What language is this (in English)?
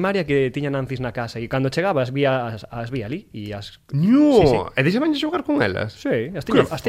Galician